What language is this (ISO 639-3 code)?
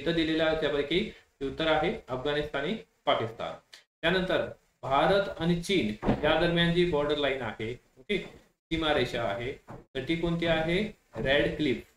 mar